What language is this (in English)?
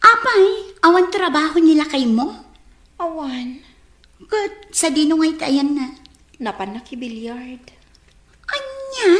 Iloko